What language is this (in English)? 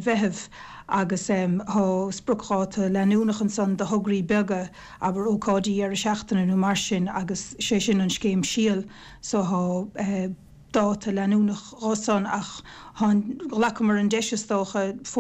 Irish